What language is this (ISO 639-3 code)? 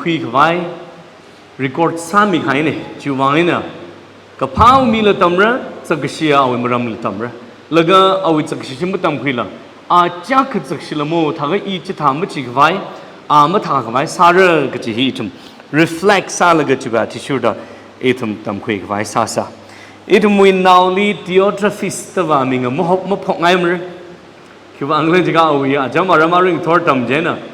nmf